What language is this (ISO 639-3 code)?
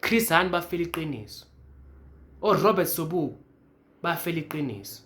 zul